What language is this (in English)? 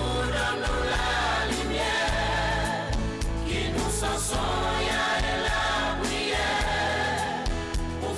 Seselwa Creole French